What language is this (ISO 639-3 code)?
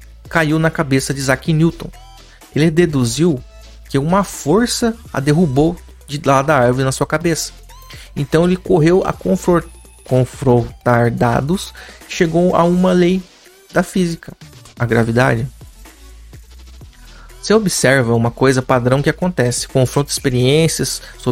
por